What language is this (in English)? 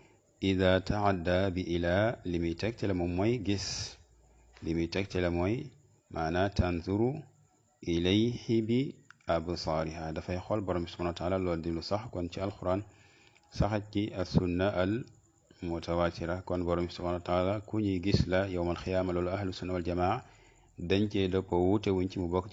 Wolof